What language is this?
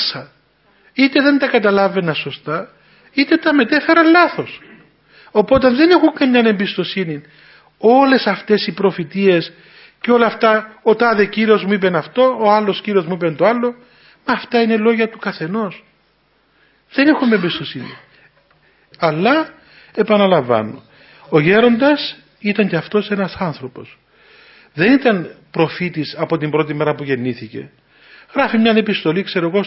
Greek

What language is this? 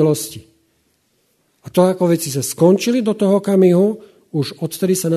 Slovak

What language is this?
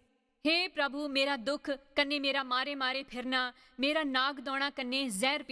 Dogri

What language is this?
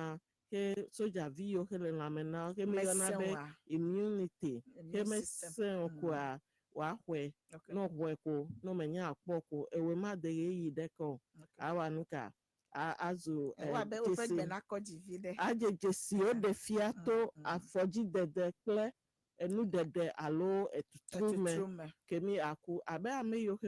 Ewe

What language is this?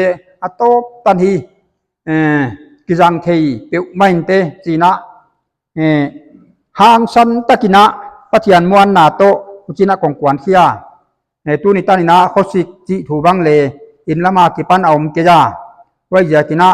Paite Chin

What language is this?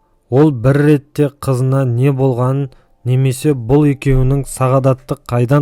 Kazakh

